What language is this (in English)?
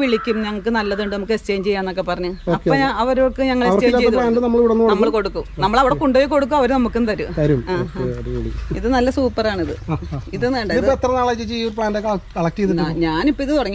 Malayalam